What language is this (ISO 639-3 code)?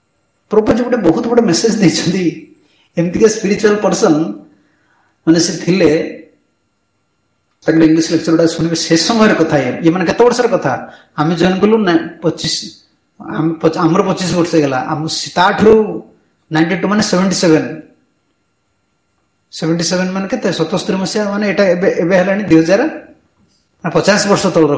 ori